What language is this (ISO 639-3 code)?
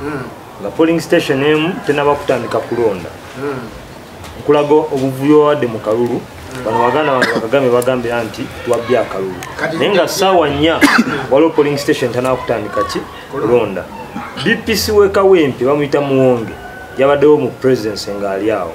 lug